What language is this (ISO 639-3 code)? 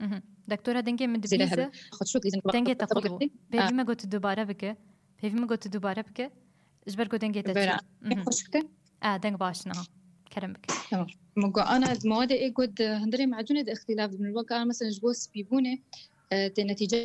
kur